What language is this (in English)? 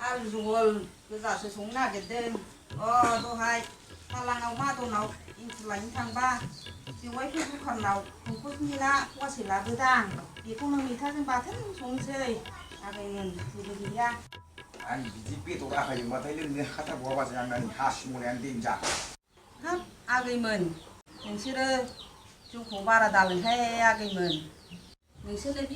Bodo